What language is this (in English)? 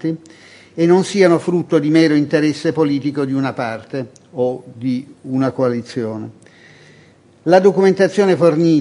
Italian